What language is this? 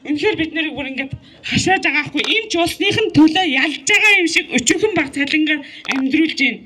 Mongolian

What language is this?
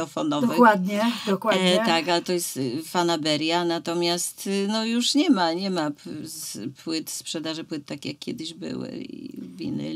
Polish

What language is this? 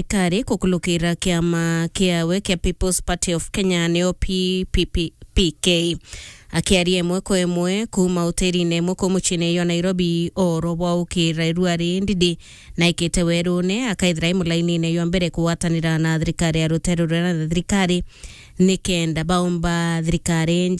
Meru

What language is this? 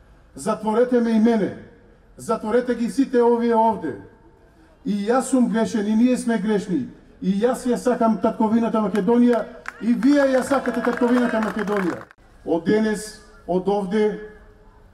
Macedonian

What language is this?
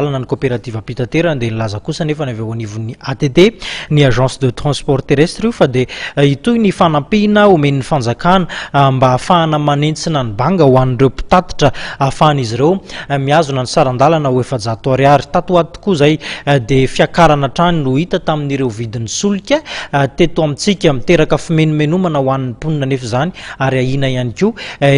Malagasy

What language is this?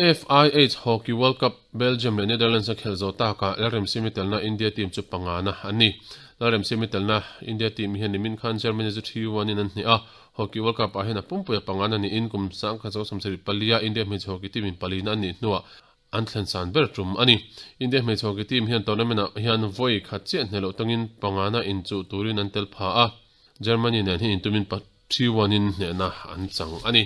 Mizo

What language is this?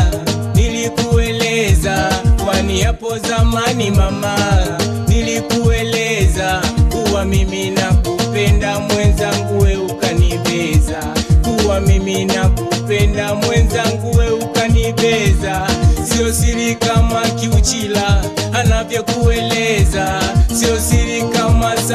Swahili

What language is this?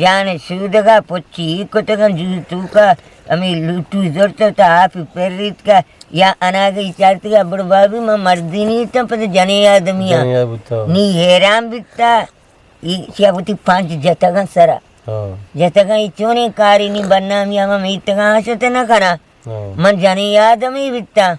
Eastern Balochi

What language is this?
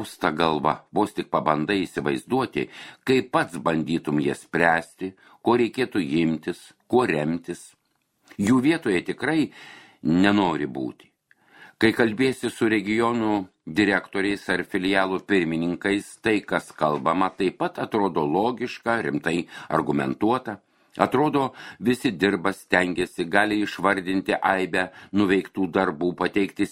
Lithuanian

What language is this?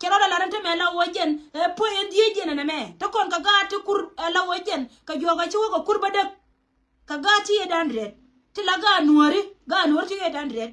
Nuer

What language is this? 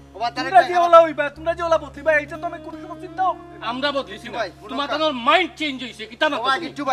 Sylheti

